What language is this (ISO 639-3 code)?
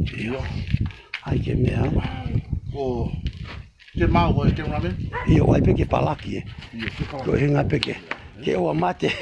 ton